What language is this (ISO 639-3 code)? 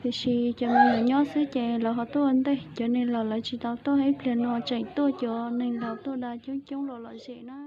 hmn